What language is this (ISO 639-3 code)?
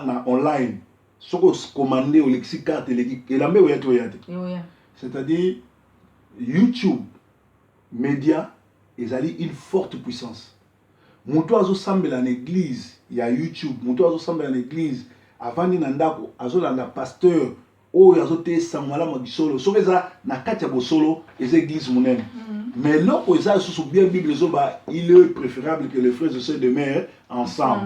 lin